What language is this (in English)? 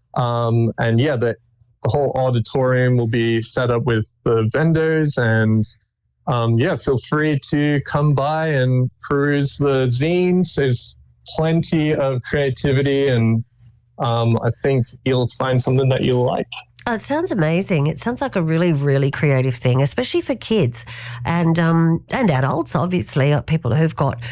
English